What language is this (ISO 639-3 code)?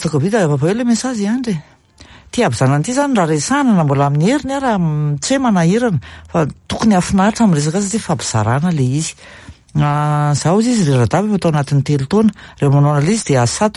mlg